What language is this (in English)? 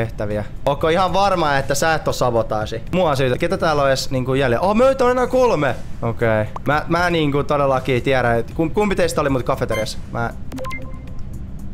Finnish